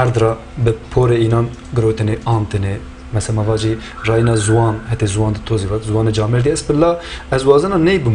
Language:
Zaza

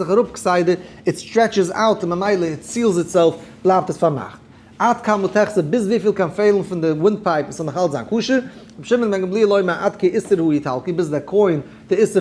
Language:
Yiddish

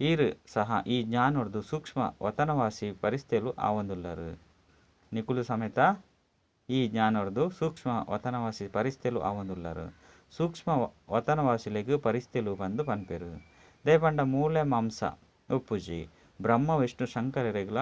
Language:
Tulu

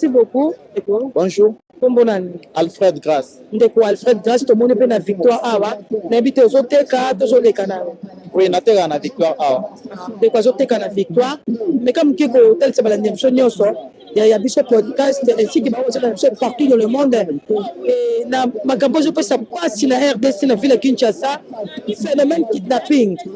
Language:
Lingala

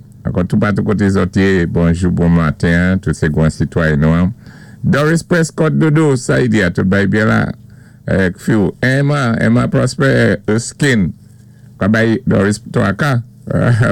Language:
Saint Lucian Creole French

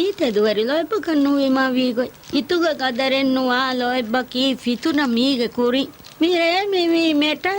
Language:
Divehi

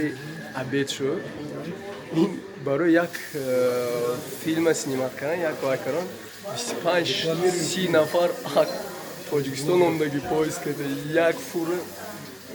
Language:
Tajik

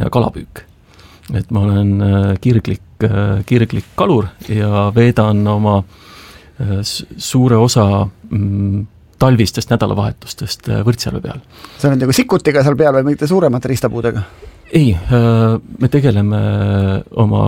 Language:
Estonian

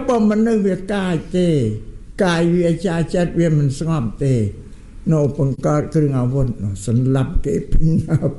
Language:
Khmer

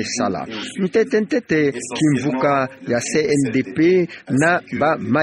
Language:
Kituba (Democratic Republic of Congo)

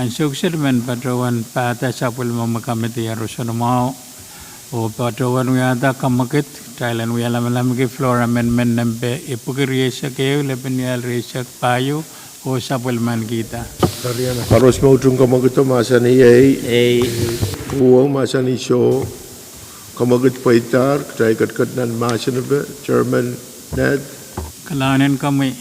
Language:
Pohnpeian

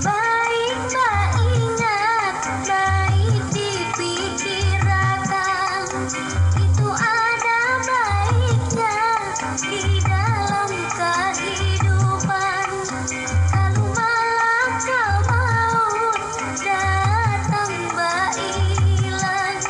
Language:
Banjar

